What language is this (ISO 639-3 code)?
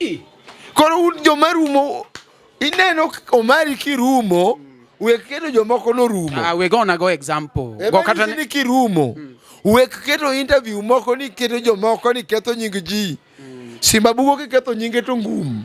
luo